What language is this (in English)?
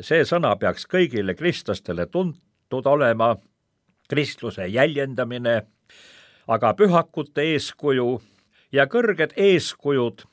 Estonian